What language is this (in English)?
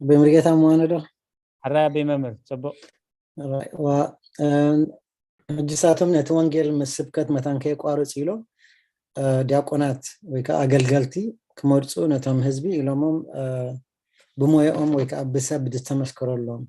Tigrinya